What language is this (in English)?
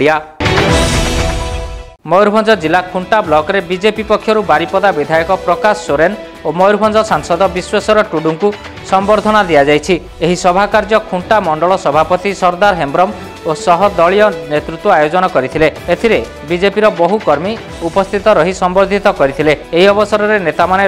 Odia